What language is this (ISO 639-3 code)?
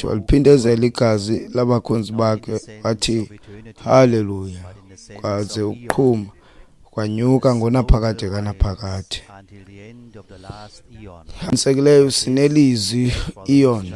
xho